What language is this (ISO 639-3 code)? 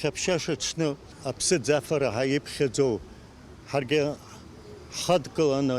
abk